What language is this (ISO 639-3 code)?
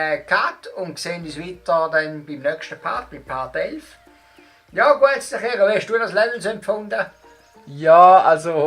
gsw